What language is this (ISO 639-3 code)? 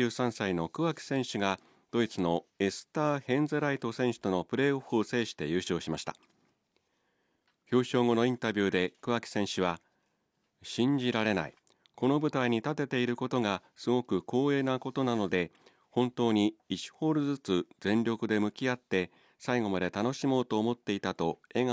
jpn